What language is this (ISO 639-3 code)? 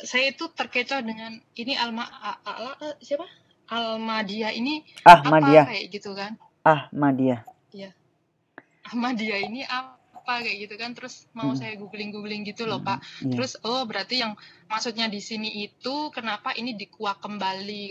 ind